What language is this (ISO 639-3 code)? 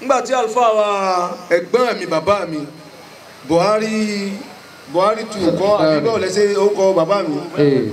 yor